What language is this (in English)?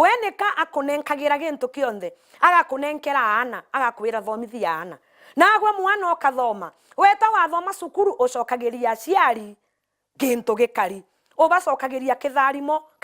Meru